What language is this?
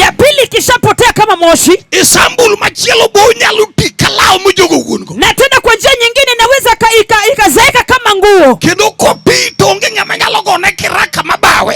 Luo (Kenya and Tanzania)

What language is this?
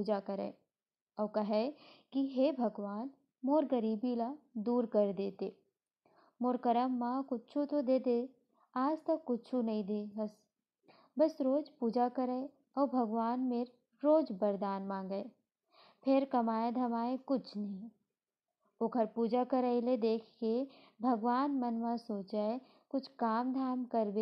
Chhattisgarhi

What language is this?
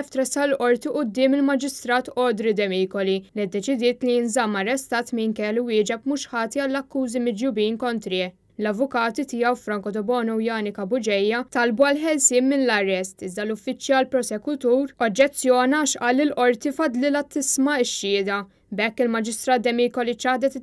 Maltese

